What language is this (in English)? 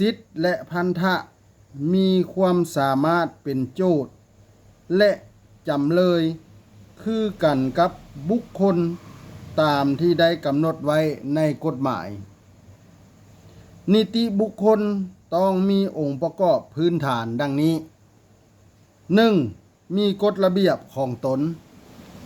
Lao